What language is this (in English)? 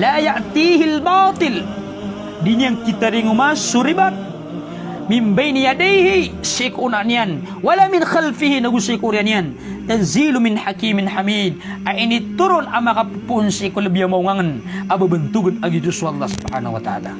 Maranao